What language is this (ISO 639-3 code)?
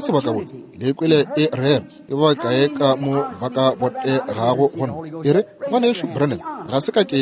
nso